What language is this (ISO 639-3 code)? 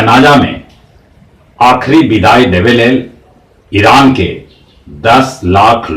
mag